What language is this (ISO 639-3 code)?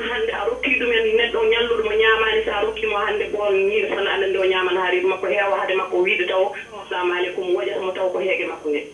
ful